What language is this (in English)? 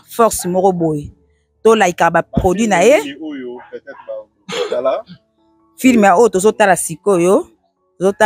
Lingala